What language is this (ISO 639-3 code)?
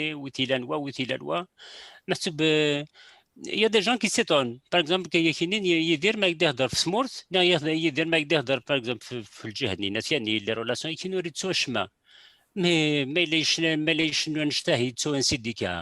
kab